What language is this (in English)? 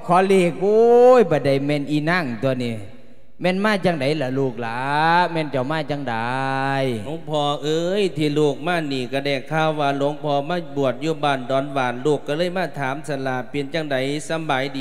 Lao